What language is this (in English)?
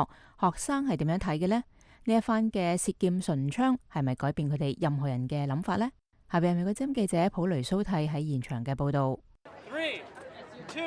Cantonese